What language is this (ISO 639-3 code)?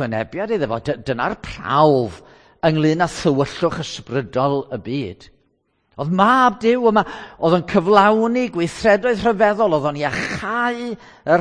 cym